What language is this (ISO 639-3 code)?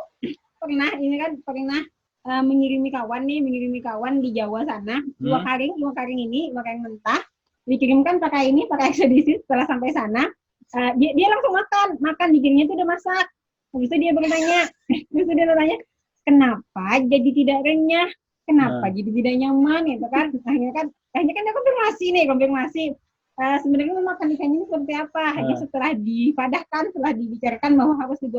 bjn